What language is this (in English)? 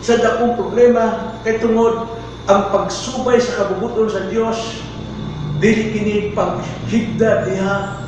Cebuano